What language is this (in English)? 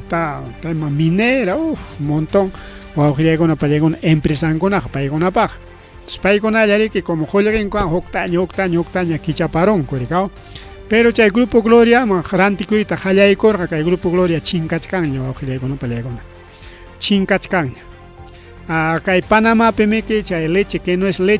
Ayacucho Quechua